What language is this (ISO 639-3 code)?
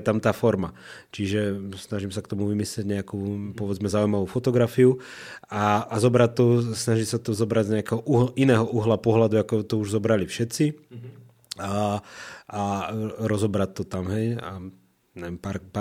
slk